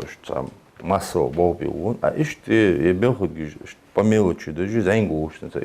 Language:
Ingush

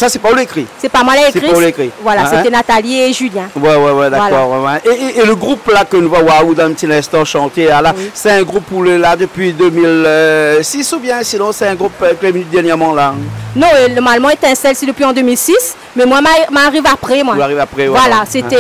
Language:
Réunion Creole French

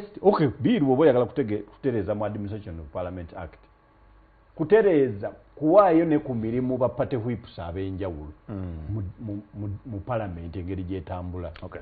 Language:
Ganda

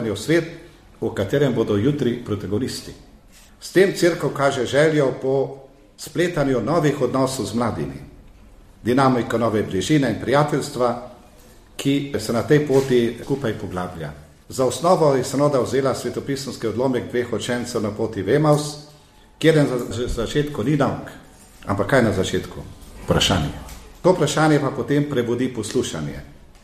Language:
Slovenian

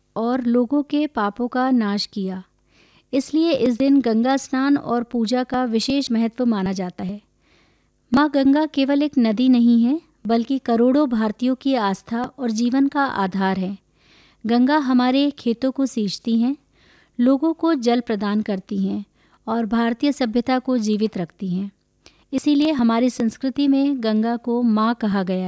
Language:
Hindi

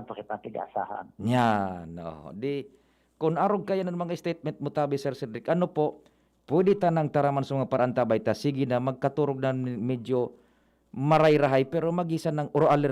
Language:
Bikol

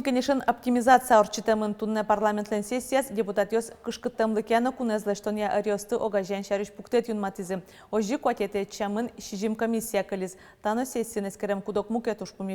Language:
Udmurt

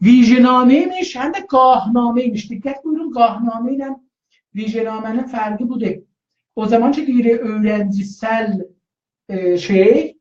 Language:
South Azerbaijani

